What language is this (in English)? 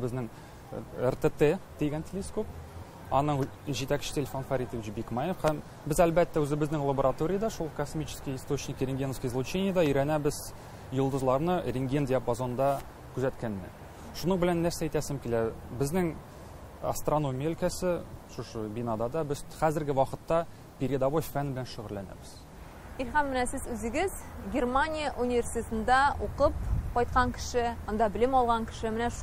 Tatar